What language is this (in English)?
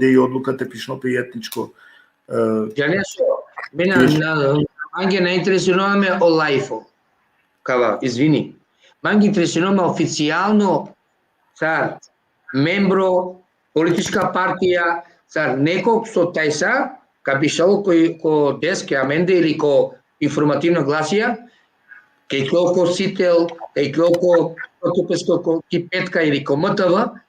Balkan Romani